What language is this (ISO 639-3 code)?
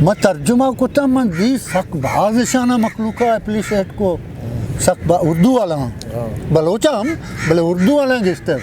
bgp